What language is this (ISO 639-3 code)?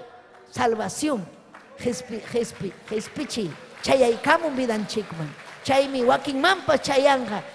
quy